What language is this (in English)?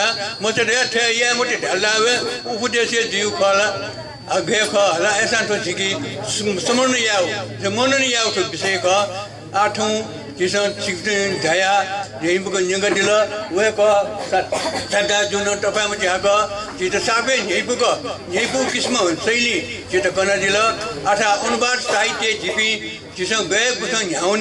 Newari